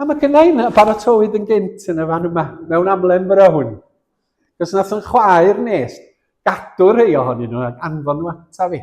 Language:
Welsh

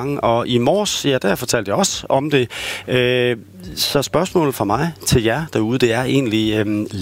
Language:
Danish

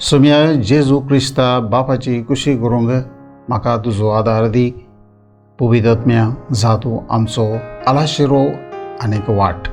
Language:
Konkani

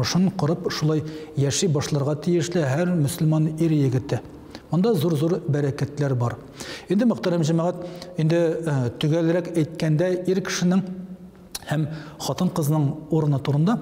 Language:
Tatar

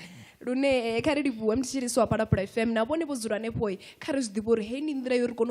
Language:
Venda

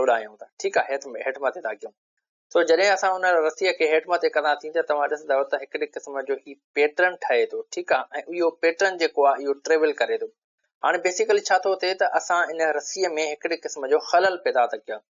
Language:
Sindhi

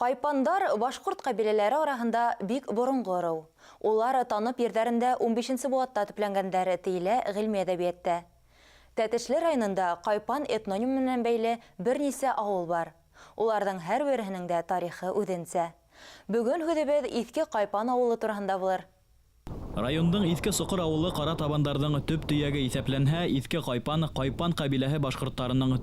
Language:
Bashkir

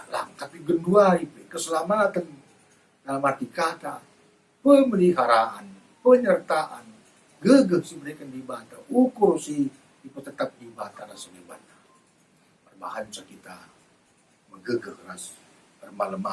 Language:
Batak Karo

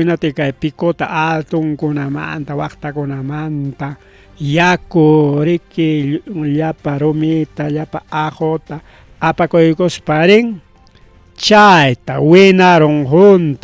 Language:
Ayacucho Quechua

